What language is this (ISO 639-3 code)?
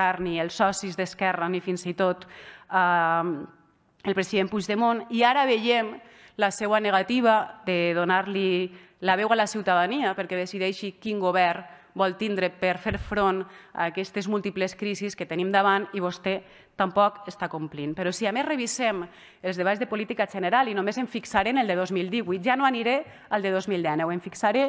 cat